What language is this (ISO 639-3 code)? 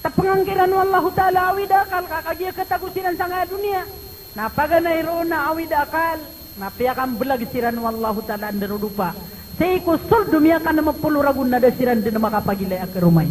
mrw